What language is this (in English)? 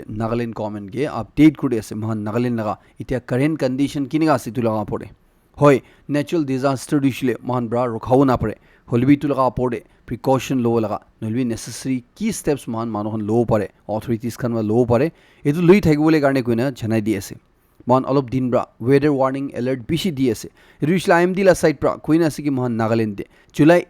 Naga Pidgin